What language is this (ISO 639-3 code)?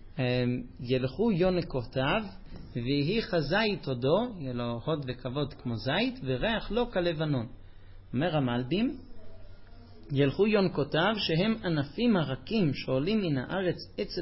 heb